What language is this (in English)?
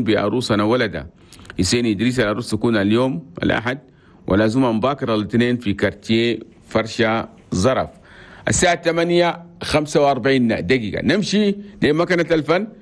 Chadian Arabic